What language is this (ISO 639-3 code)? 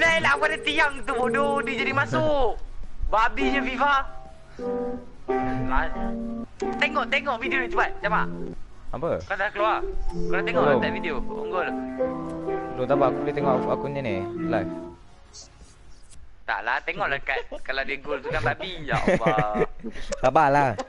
msa